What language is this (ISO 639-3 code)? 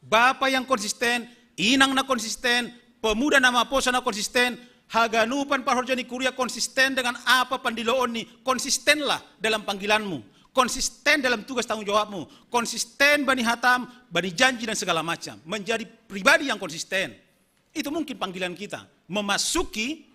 bts